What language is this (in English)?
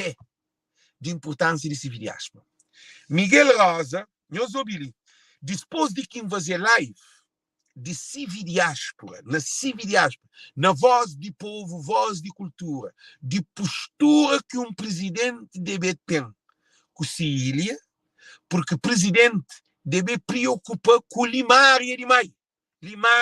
Kabuverdianu